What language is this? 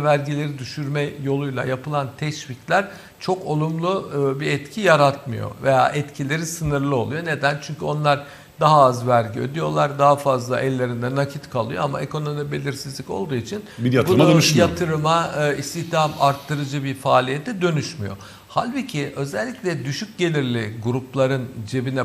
Turkish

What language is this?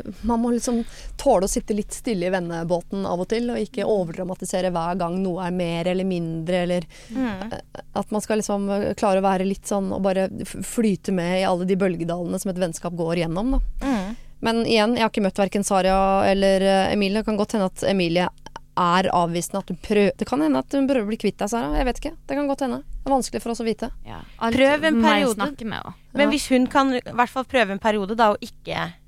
Norwegian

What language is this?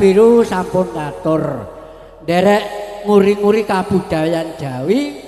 Javanese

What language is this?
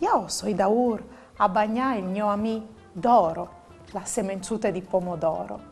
Friulian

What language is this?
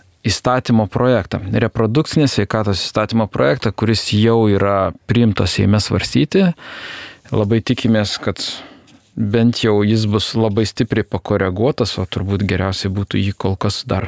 Lithuanian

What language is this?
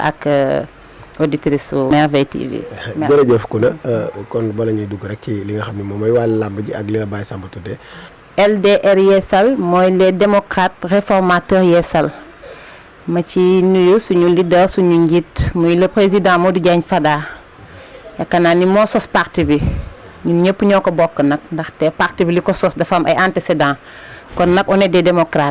Wolof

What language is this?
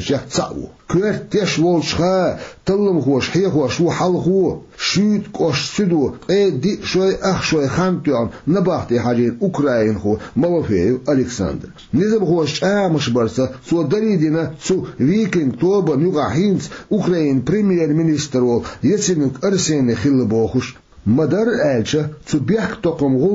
Chechen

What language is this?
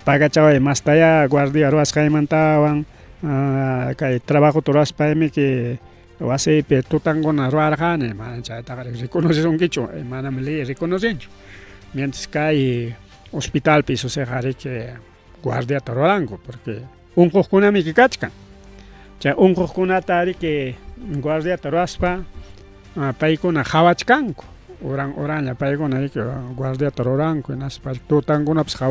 Ayacucho Quechua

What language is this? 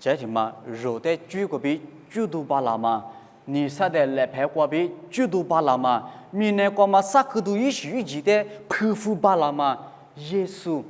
Lisu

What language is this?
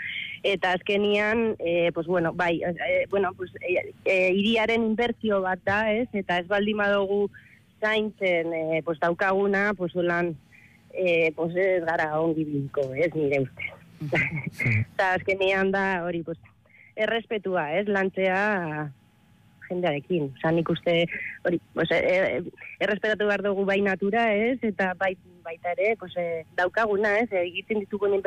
Basque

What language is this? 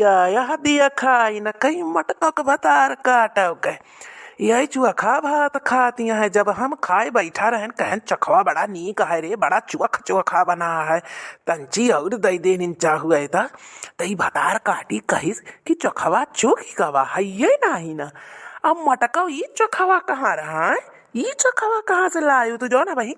Awadhi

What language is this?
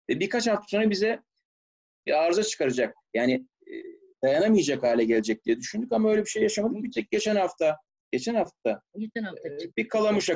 Turkish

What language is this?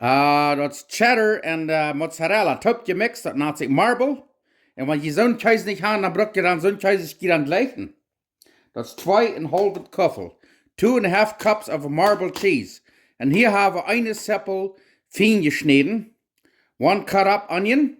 Plautdietsch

